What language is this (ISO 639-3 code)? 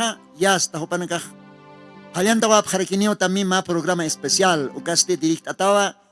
aym